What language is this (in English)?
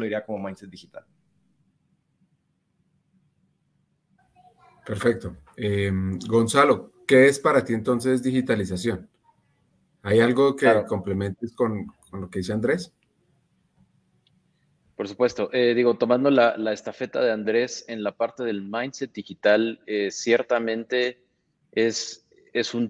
Spanish